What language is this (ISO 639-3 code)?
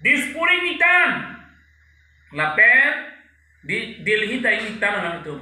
mjw